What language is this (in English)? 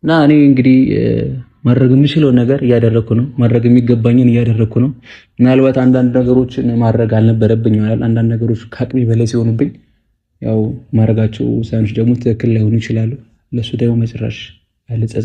Amharic